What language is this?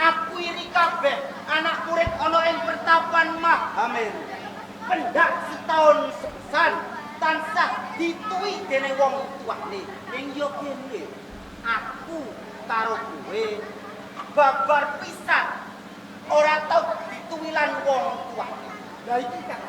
Javanese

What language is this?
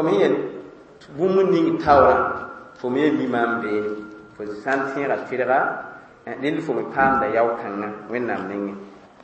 Mossi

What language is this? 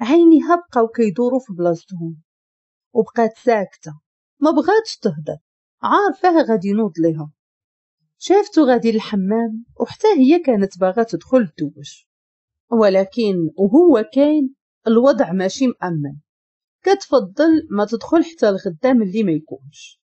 Moroccan Arabic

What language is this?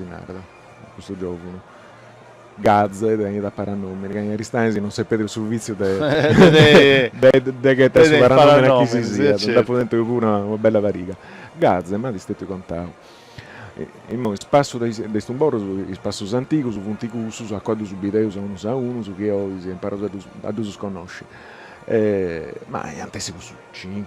Sardinian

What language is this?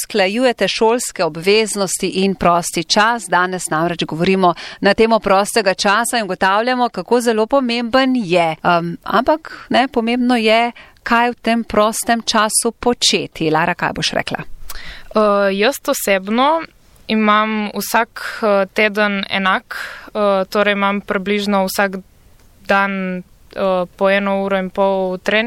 Slovenian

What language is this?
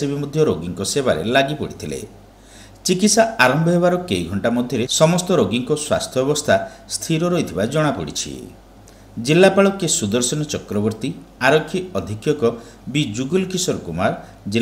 Odia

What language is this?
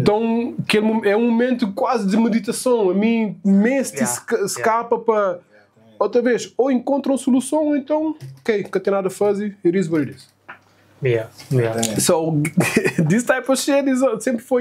Kabuverdianu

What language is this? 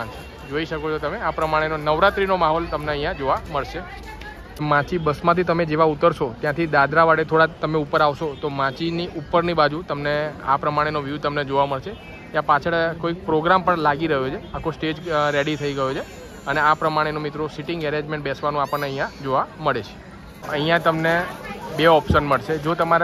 Gujarati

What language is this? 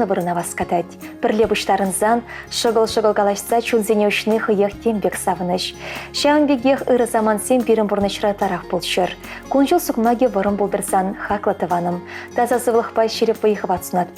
Chuvash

